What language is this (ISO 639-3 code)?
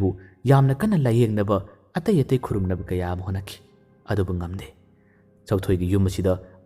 mni